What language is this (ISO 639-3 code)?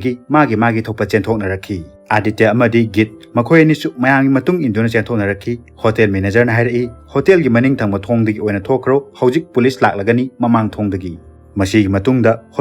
mni